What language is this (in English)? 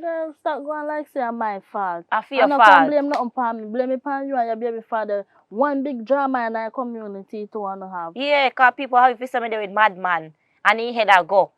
Jamaican Creole English